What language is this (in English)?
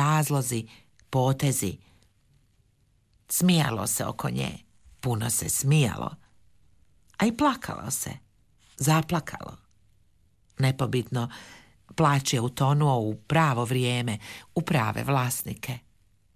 Croatian